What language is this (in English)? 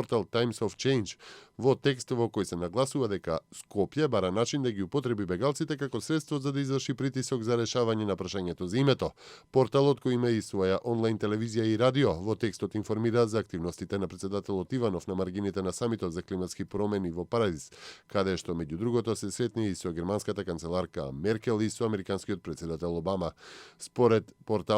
Macedonian